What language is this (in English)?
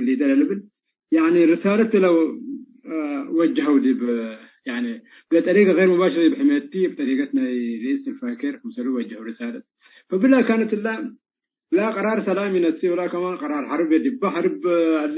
Tigre